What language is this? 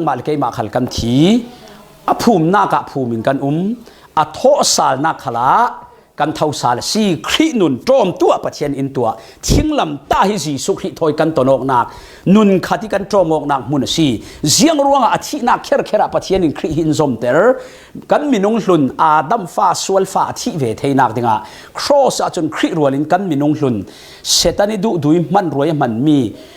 Falam Chin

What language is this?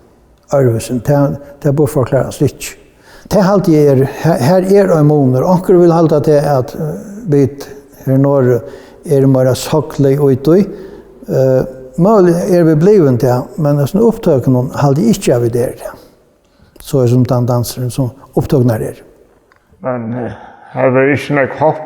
Faroese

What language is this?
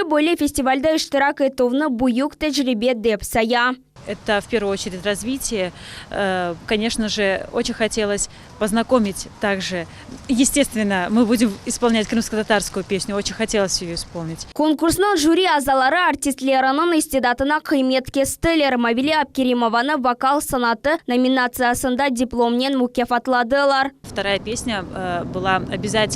Crimean Tatar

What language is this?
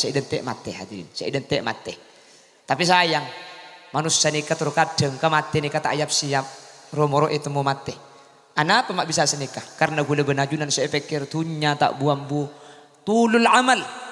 Madurese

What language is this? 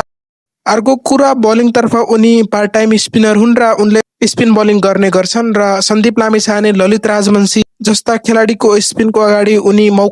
Nepali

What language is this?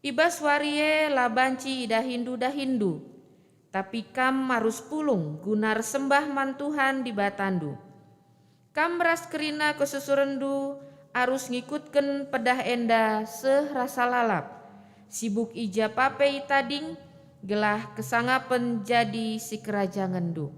Batak Karo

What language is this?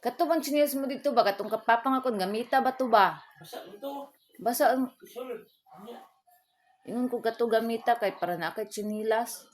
Cebuano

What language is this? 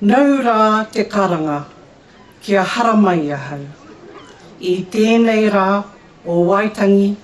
Māori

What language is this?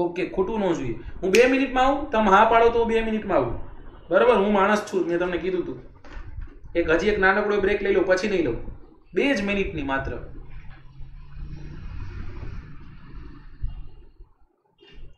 Gujarati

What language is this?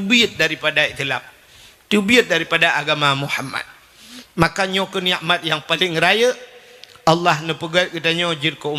Achinese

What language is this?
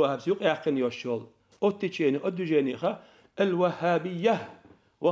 Chechen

